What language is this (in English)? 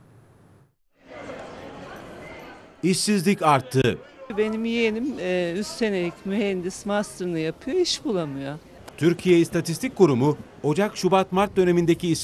Turkish